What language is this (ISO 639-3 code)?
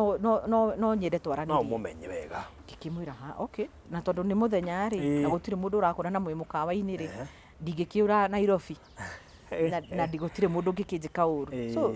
kik